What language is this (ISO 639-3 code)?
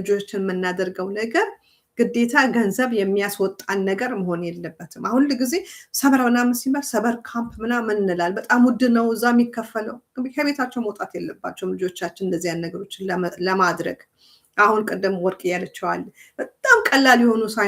amh